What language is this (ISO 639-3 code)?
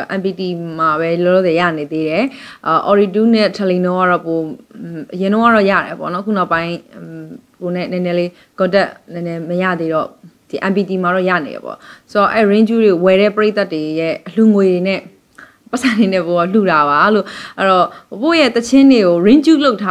mya